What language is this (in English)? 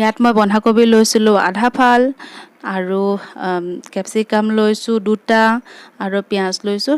Assamese